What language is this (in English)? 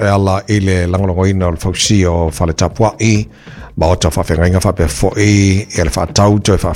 Samoan